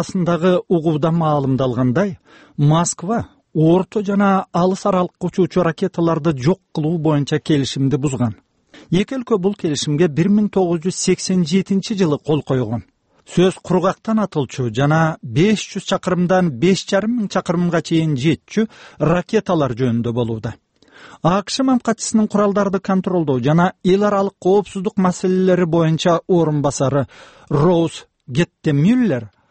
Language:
Kyrgyz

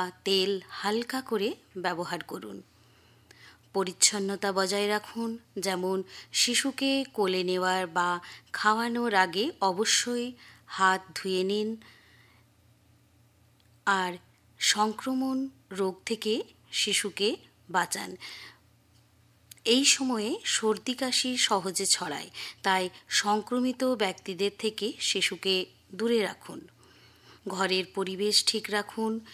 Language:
Bangla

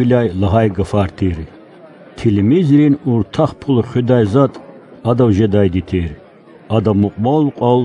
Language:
Lezghian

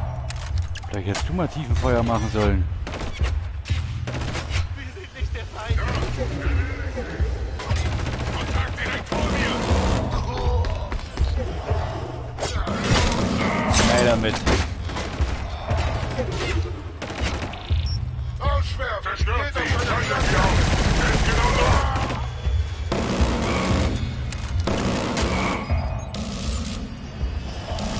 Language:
German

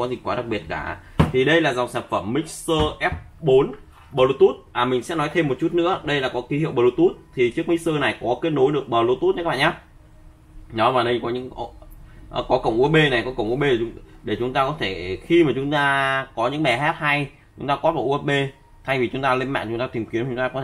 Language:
Vietnamese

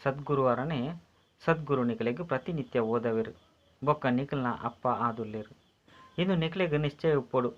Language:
Tulu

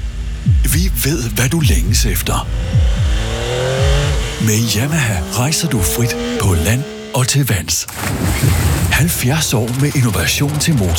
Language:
Danish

